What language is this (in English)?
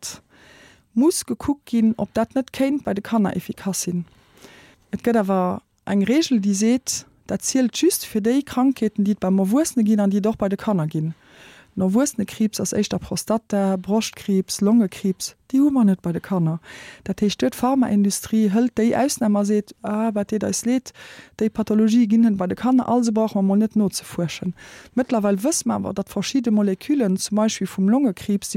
Luxembourgish